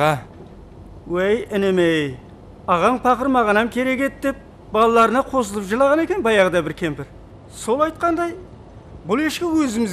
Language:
Kara-Kalpak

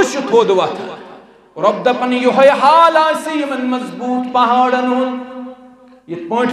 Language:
Kashmiri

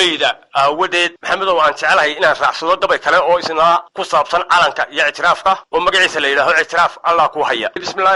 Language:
Somali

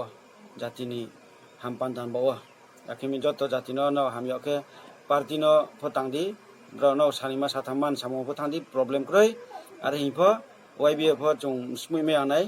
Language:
Riang (India)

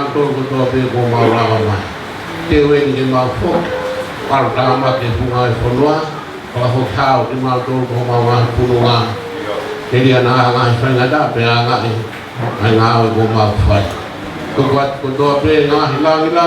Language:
Tongan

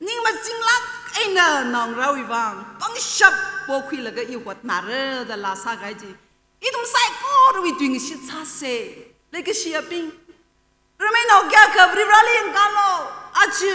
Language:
Tangkhul Naga (India)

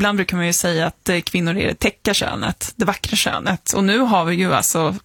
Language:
Swedish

